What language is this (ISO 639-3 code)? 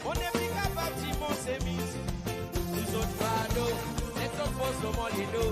crs